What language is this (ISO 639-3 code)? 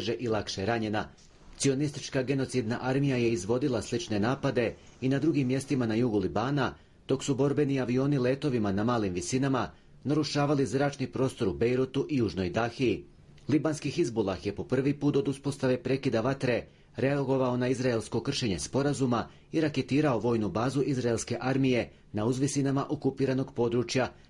bos